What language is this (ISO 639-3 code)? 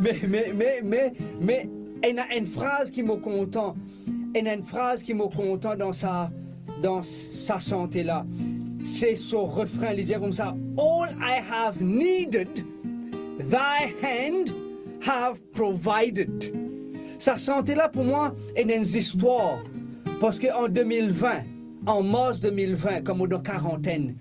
mfe